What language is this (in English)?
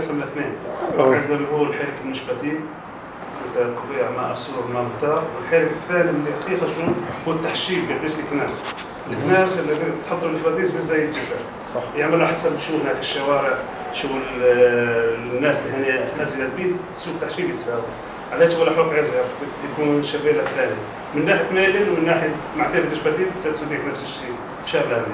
North Levantine Arabic